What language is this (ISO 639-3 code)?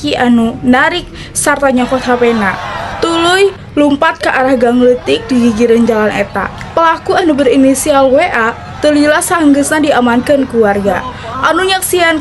sun